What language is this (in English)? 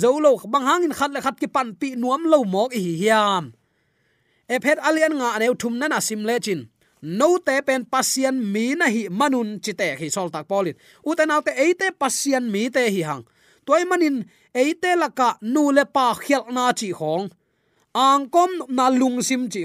Tedim Chin